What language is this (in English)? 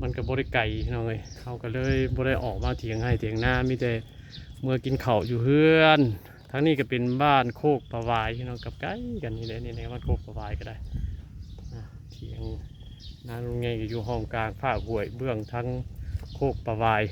Northeastern Thai